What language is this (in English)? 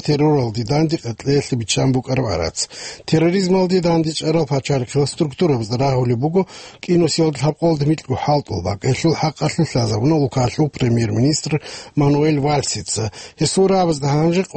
Avaric